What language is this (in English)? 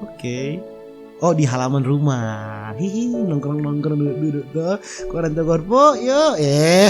Manado Malay